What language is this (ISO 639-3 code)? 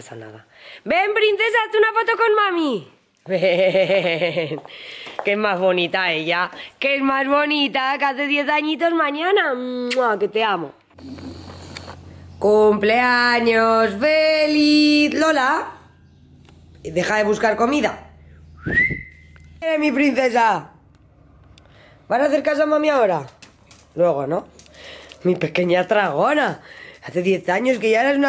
spa